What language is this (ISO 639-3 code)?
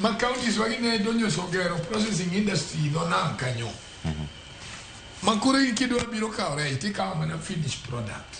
luo